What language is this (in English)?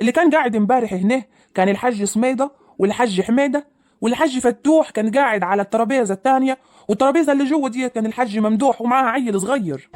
Egyptian Arabic